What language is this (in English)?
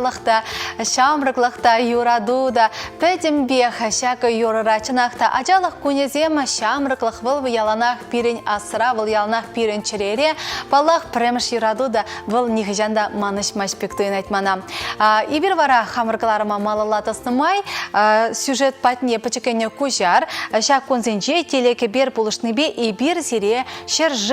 Chuvash